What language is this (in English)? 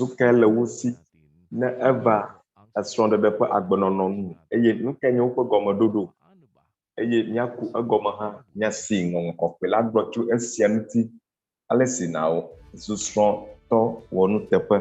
Ewe